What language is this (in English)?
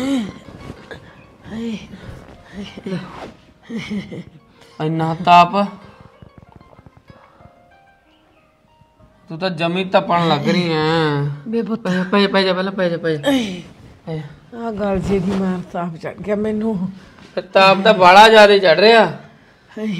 Punjabi